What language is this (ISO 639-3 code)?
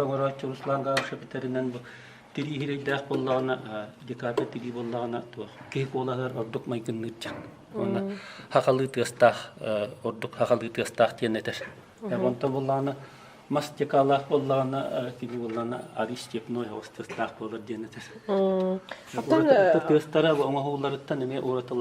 sah